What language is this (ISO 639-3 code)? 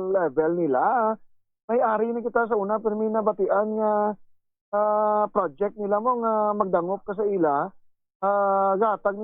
hil